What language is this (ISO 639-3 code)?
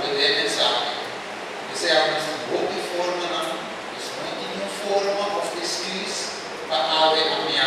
pap